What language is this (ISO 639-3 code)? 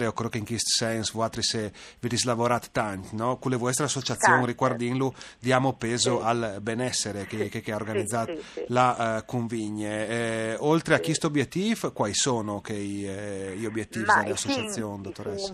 fur